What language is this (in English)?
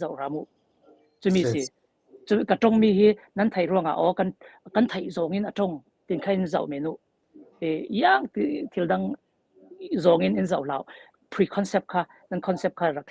Falam Chin